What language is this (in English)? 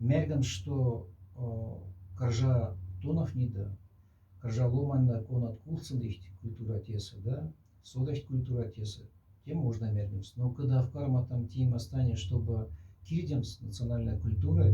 Moksha